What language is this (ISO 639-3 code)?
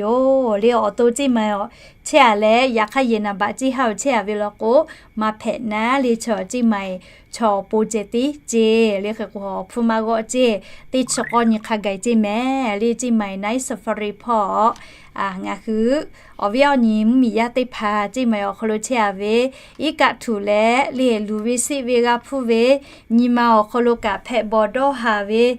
lhu